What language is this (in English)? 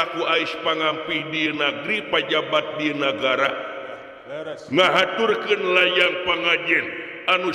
Sundanese